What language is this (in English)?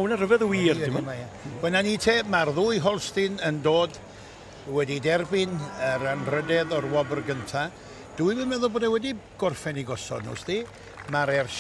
Welsh